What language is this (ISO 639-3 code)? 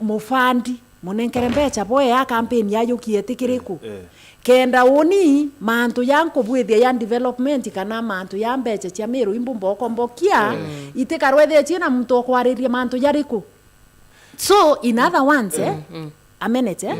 mer